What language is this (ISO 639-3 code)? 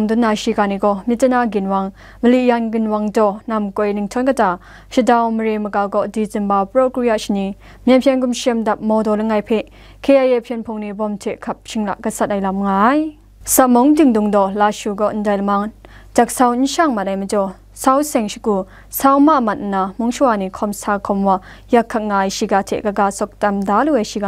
kac